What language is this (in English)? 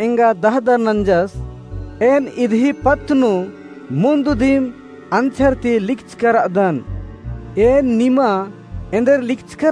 Kurukh